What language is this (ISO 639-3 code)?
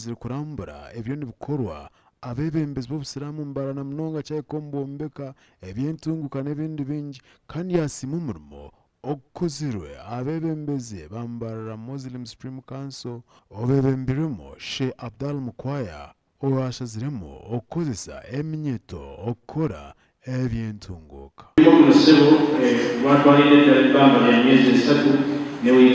nyn